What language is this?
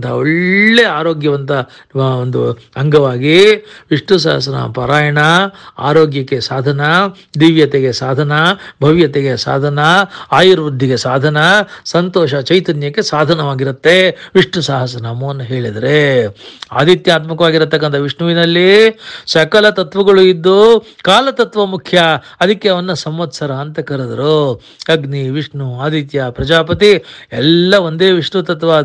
Kannada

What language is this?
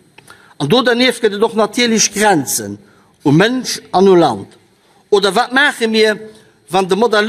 Luxembourgish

